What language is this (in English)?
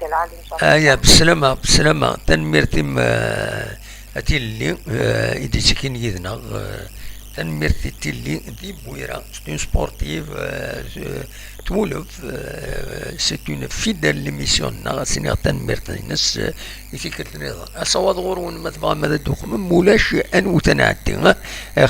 Kabyle